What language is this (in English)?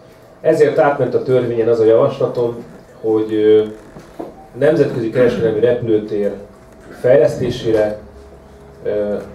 Hungarian